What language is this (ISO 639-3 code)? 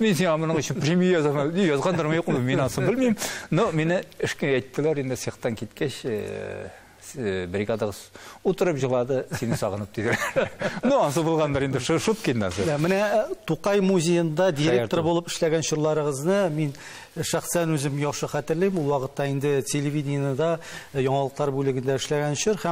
tat